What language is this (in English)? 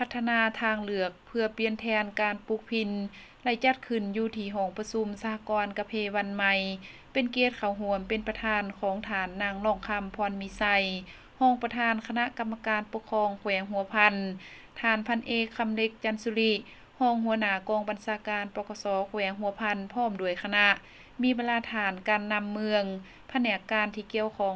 Lao